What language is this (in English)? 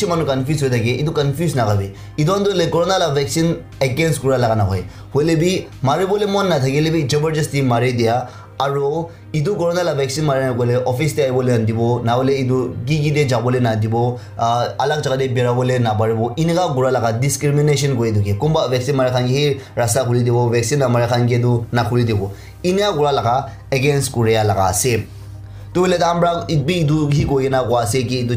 Naga Pidgin